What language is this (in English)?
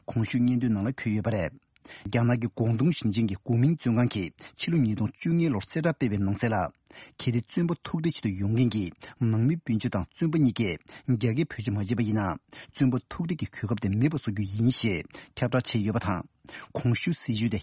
Tibetan